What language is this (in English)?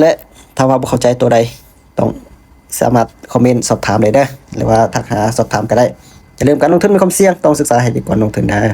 Lao